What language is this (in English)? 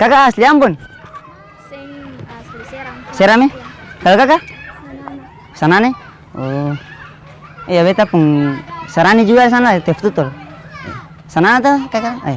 Ambonese Malay